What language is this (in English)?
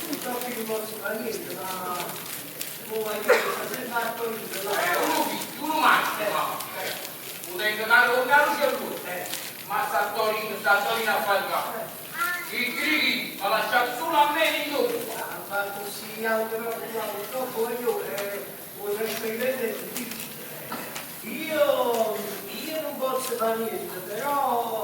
Neapolitan